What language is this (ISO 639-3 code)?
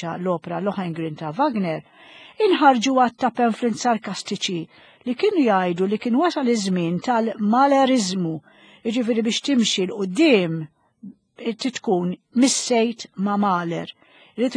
mlt